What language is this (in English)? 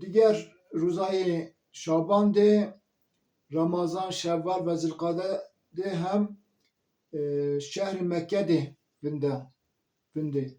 Zaza